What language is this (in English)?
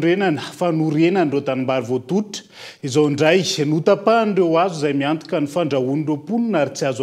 Malagasy